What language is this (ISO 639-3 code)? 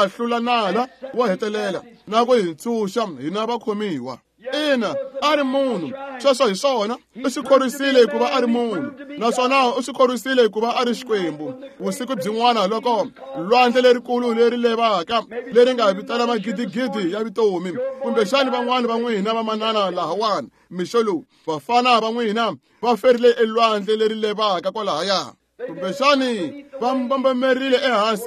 tso